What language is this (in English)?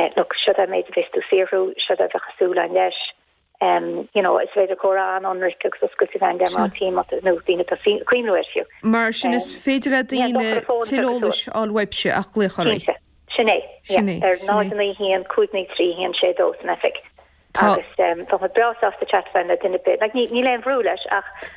Irish